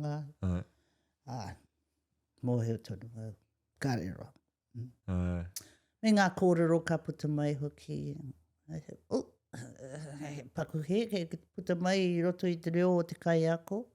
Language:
Māori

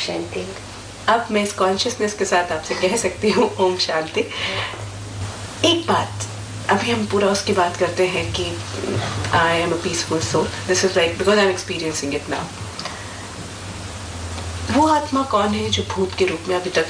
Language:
Hindi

